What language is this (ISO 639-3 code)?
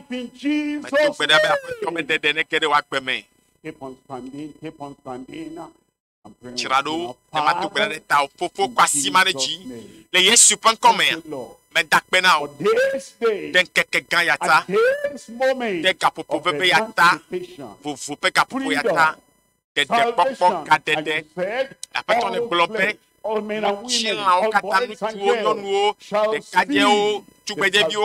ewe